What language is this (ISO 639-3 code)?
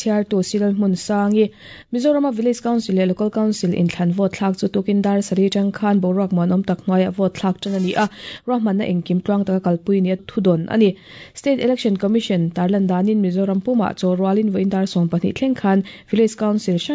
lus